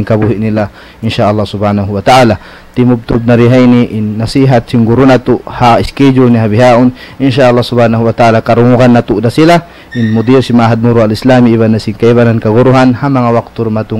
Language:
Tausug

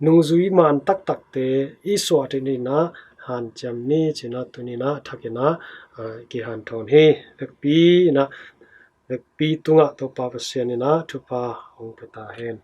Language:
Tedim Chin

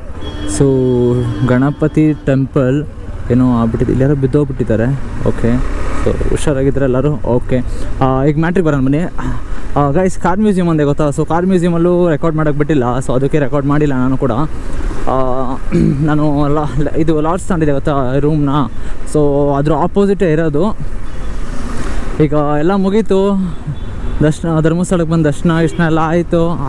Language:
Kannada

